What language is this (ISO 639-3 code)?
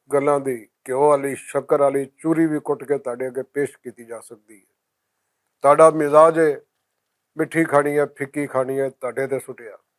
lah